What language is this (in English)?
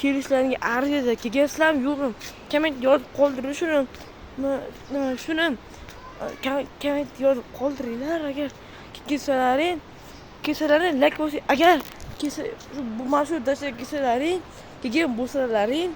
Uzbek